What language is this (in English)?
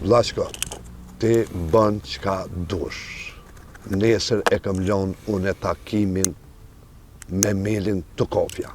Albanian